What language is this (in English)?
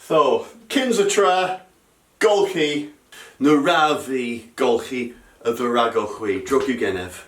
Cornish